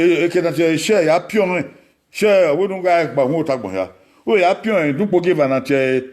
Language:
Bini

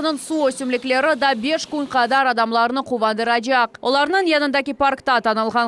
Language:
Crimean Tatar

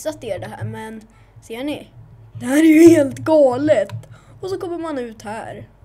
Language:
Swedish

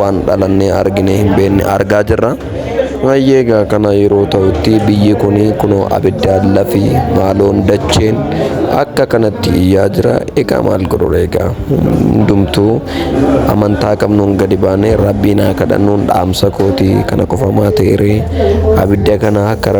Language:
Oromo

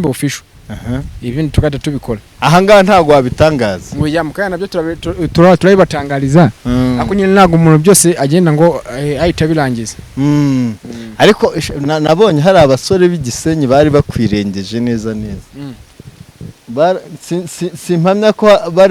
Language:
Kinyarwanda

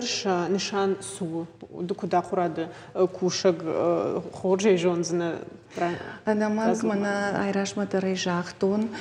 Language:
Ossetic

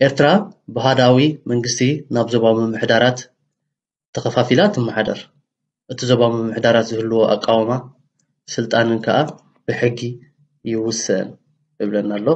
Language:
Tigrinya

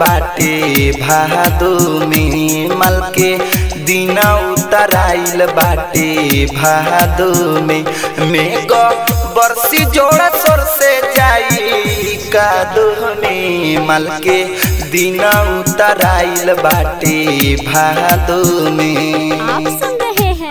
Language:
Bhojpuri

